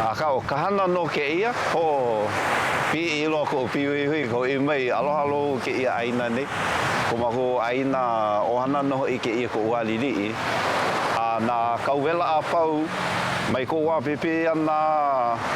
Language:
Hawaiian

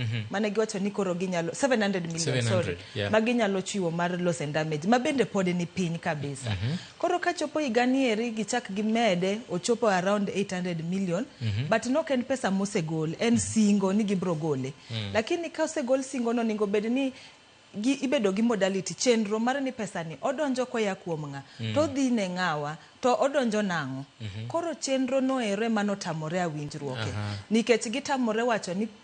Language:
Luo (Kenya and Tanzania)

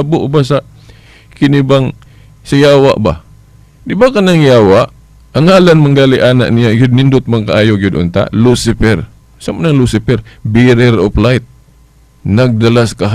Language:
Cebuano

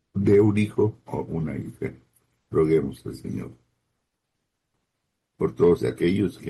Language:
Spanish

